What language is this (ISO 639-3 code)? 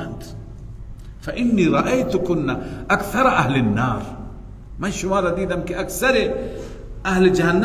fas